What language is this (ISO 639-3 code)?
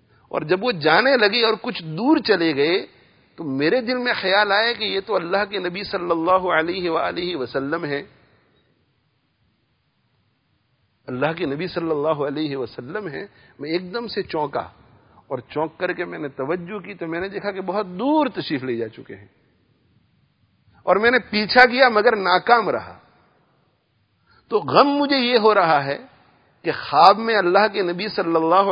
urd